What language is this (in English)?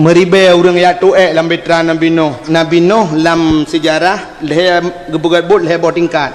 Achinese